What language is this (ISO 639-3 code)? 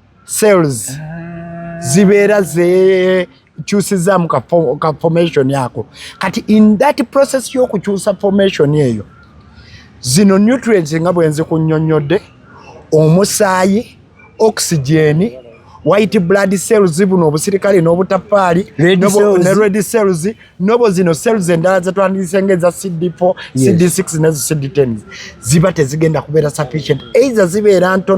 lug